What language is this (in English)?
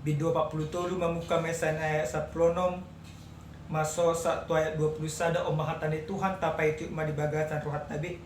Batak Toba